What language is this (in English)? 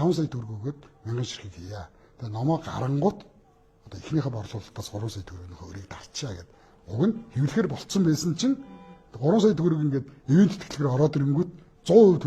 Mongolian